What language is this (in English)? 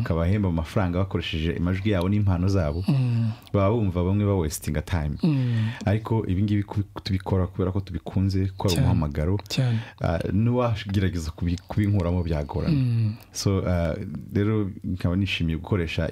Kinyarwanda